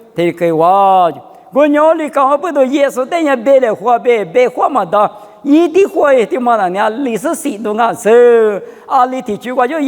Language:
Lisu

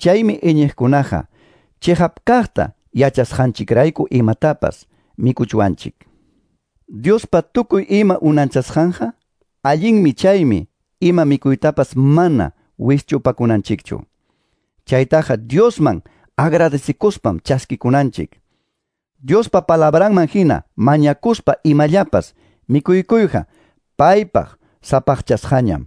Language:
Quechua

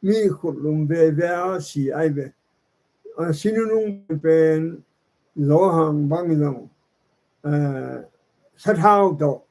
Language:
Tedim Chin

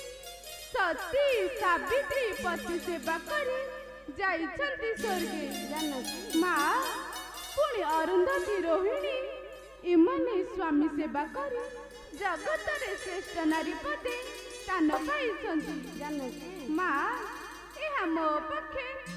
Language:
Odia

